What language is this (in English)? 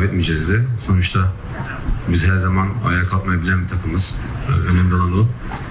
Turkish